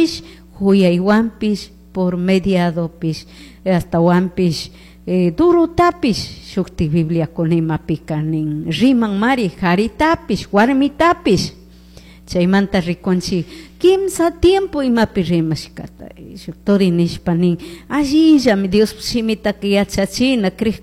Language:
Chimborazo Highland Quichua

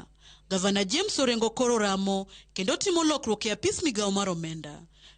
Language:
Luo (Kenya and Tanzania)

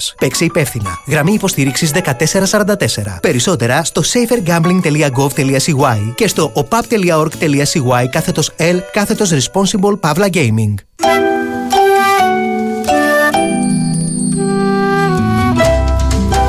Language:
Greek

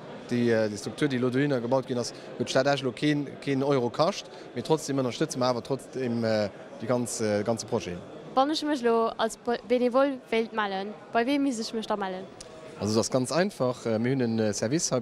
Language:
Luxembourgish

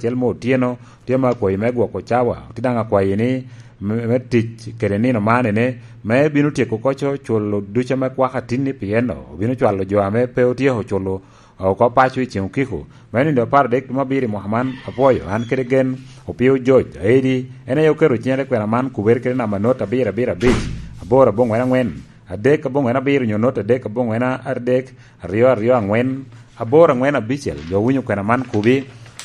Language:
Lango (Uganda)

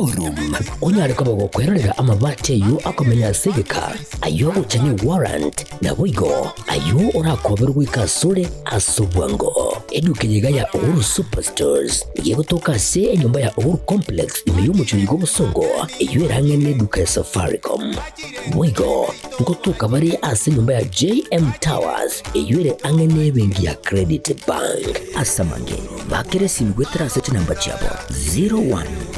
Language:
Gusii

